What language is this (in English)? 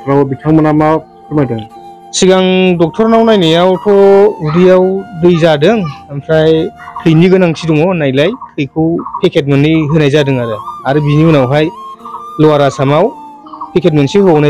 Bodo